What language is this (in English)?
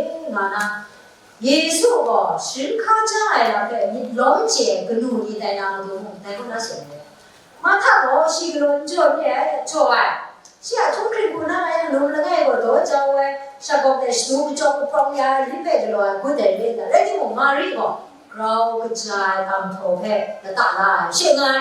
Kachin